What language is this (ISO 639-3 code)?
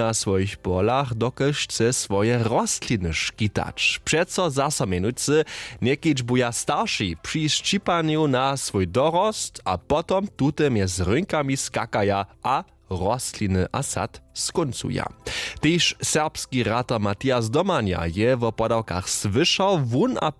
hsb